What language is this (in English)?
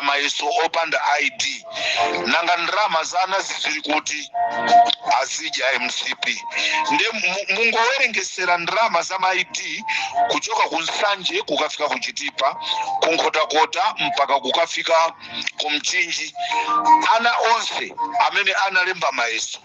Nyanja